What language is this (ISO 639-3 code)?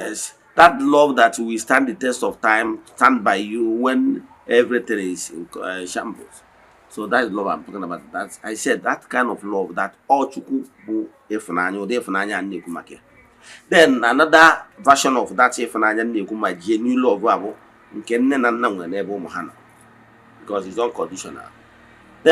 ibo